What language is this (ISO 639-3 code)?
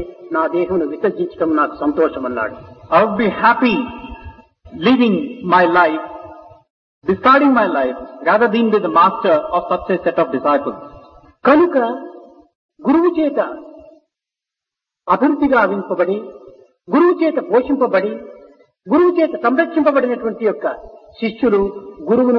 tel